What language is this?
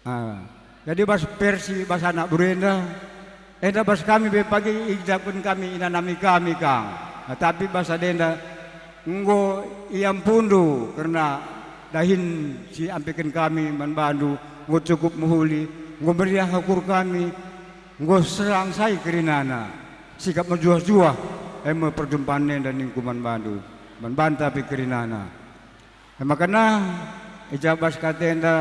Batak Karo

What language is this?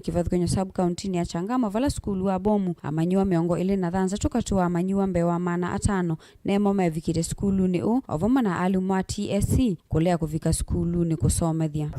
Kamba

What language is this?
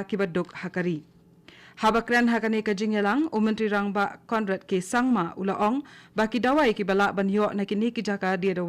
Khasi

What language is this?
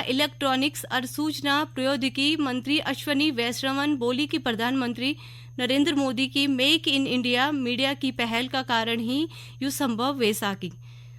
Garhwali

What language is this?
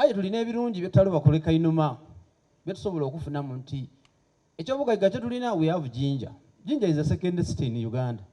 Soga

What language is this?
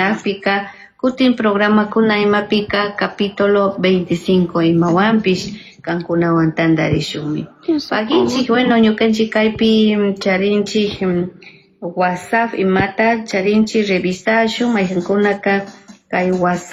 Chimborazo Highland Quichua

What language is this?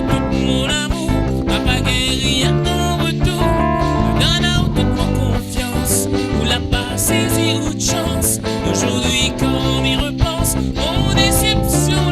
Réunion Creole French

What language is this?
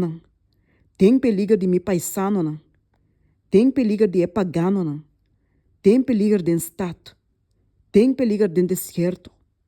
Papiamento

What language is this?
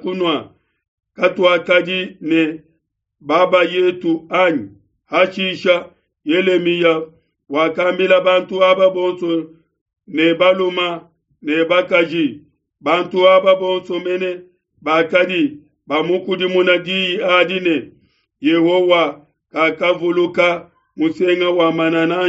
Luba-Lulua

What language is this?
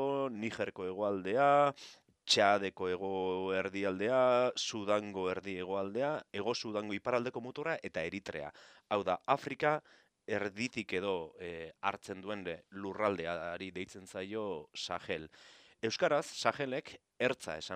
Basque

